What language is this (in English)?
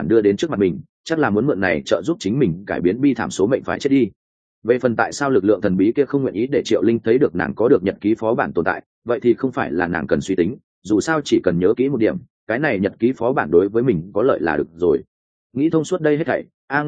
Vietnamese